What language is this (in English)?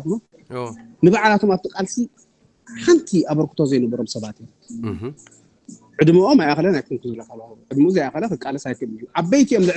Tigrinya